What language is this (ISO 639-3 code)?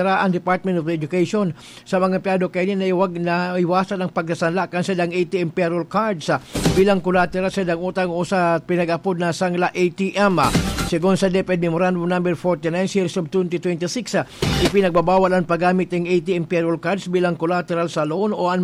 bik